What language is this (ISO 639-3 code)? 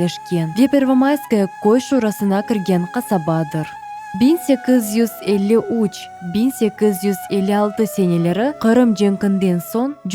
crh